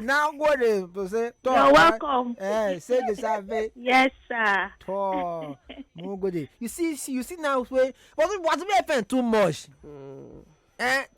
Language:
Nigerian Pidgin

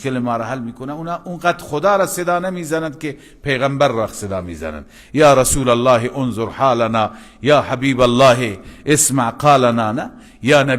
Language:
Persian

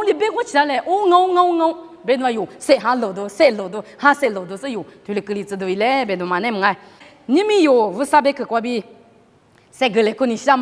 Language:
Lisu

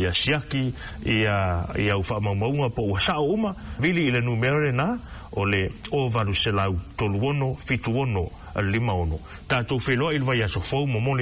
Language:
Samoan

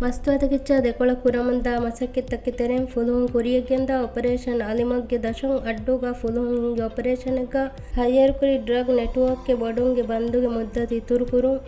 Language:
Divehi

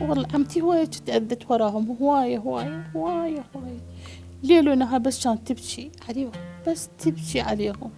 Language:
Mesopotamian Arabic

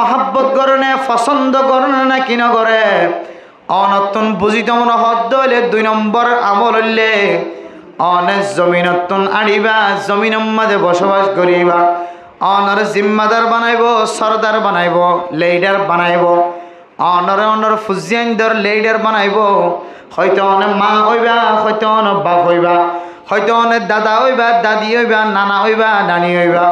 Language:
Rohingya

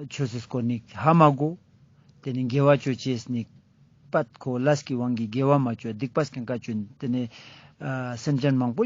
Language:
Ladakhi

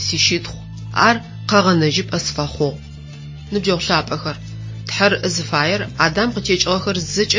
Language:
Adyghe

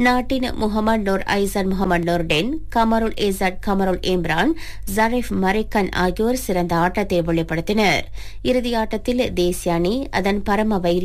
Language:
Tamil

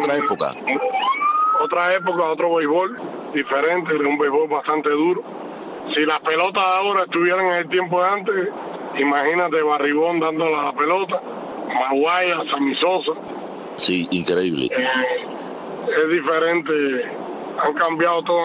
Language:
Spanish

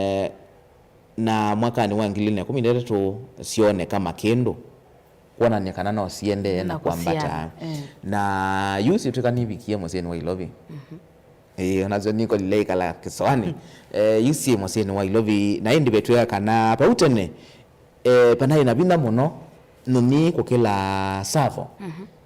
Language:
Kamba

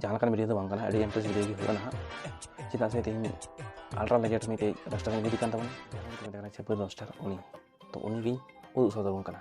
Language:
Santali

